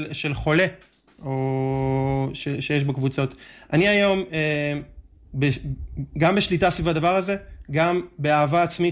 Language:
Hebrew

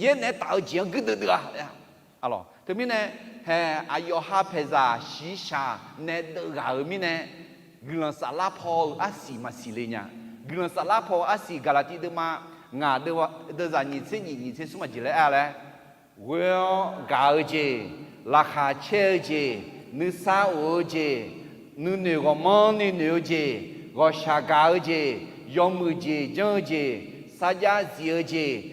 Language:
Akha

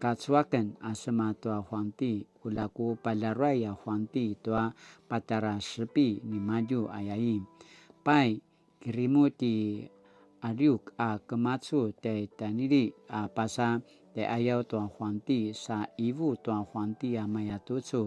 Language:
Paiwan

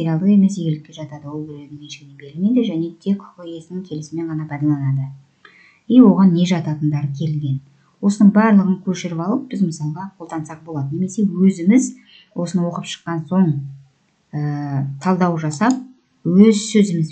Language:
Kazakh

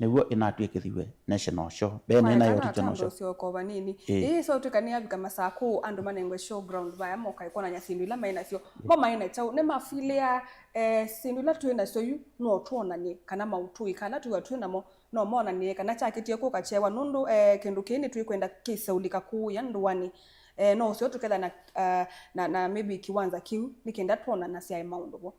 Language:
Kamba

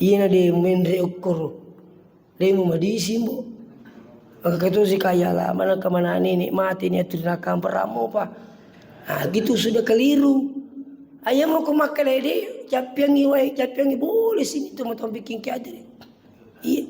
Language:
Buginese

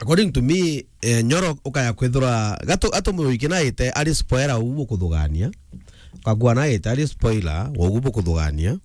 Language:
Meru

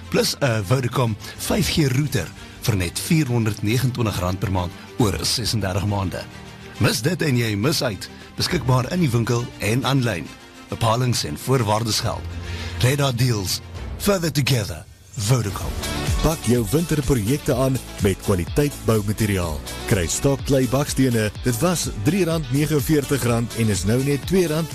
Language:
Afrikaans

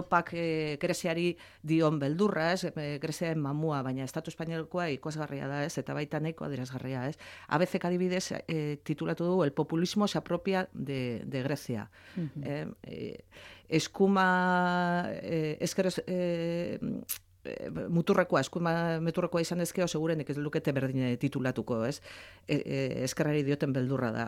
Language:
Basque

